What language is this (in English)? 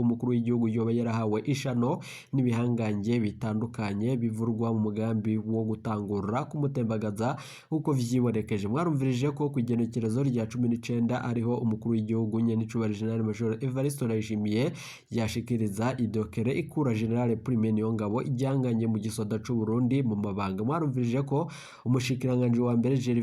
Rundi